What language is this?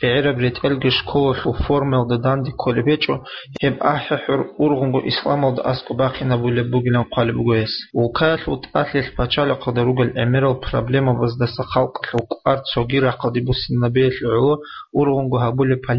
Avaric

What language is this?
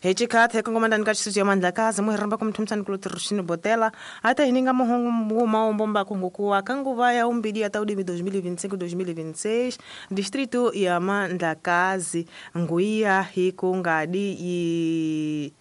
Tsonga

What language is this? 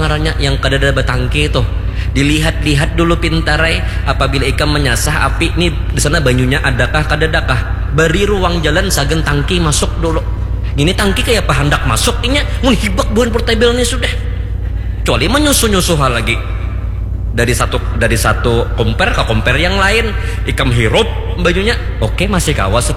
Banjar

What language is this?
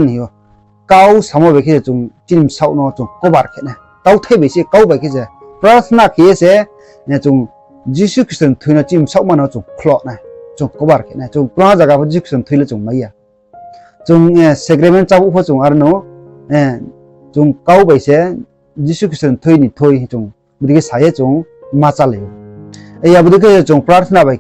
Riang (India)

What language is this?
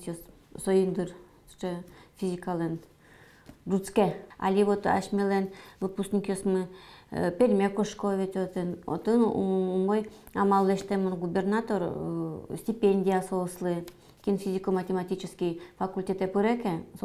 Udmurt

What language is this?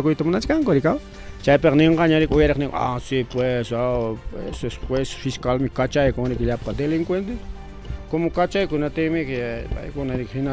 Ayacucho Quechua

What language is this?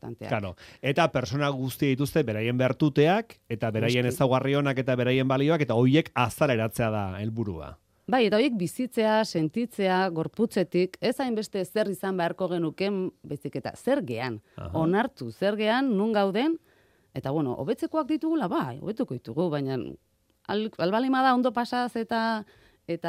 Basque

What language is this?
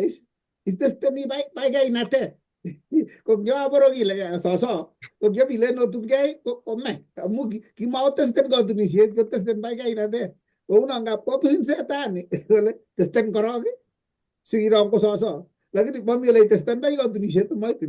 Kalenjin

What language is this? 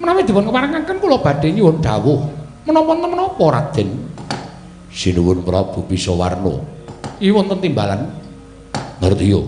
Javanese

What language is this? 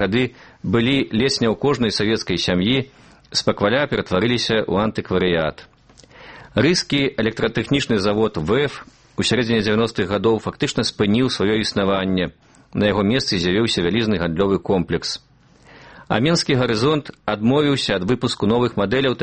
Belarusian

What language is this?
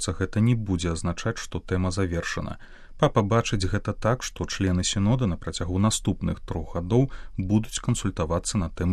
Belarusian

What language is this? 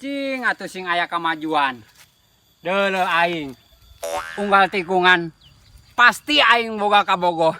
Sundanese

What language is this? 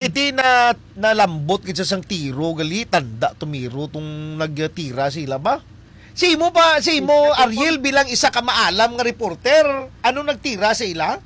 Hiligaynon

